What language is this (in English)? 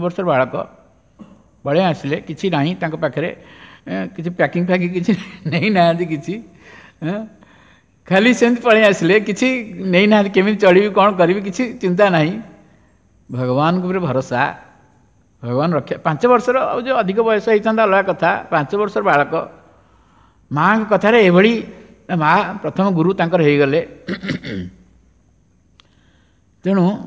Odia